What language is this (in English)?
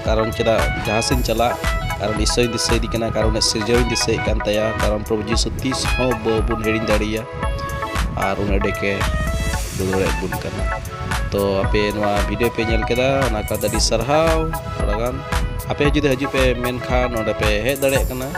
Santali